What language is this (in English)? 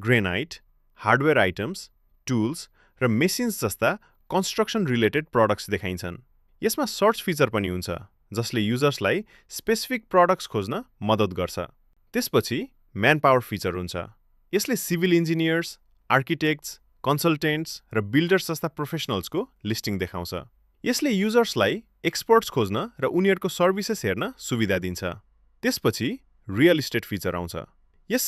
Nepali